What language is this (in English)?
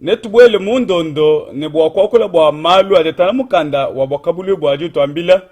Luba-Lulua